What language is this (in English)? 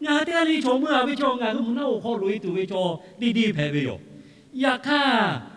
Lahu